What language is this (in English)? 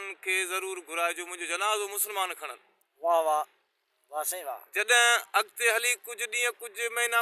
Sindhi